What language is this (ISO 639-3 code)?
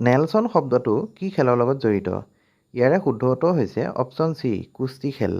asm